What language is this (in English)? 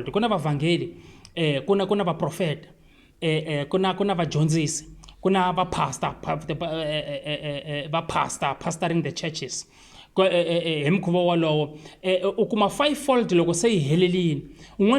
Tsonga